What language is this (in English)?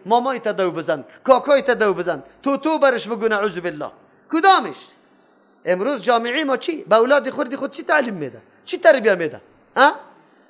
Persian